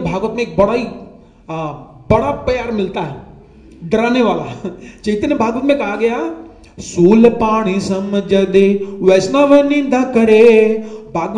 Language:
Hindi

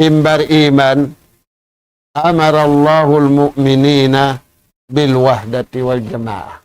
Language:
Tausug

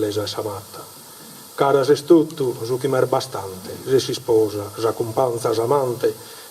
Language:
Sardinian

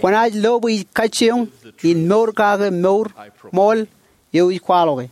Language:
Marshallese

